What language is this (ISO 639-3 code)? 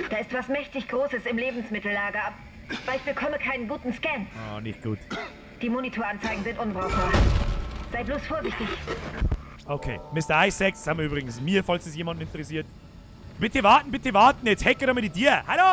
bar